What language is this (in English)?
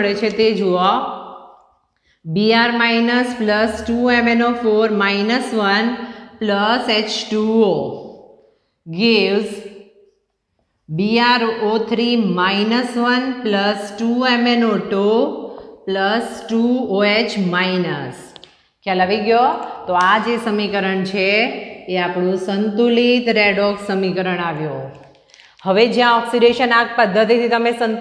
Gujarati